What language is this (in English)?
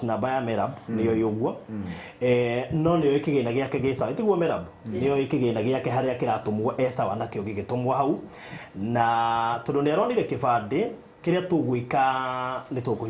Kikuyu